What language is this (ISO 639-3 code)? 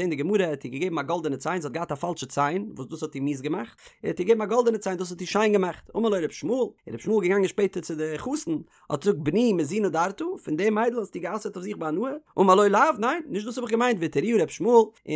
yid